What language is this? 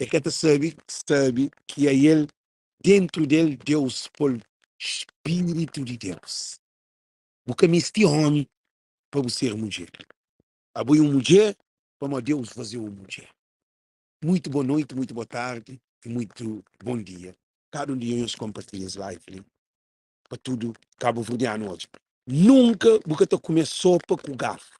Kabuverdianu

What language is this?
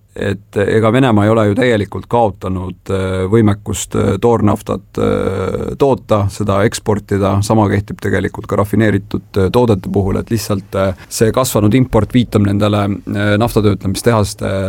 Estonian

